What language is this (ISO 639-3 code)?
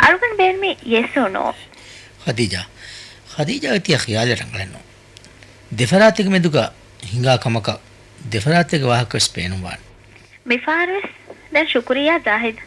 div